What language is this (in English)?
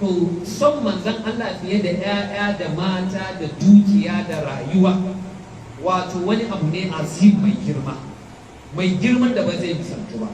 Hausa